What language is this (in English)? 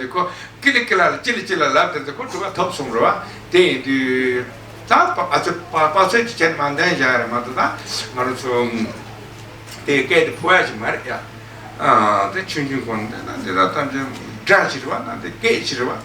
Tibetan